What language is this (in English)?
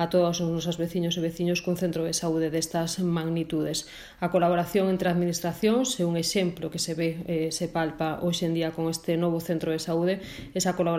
Galician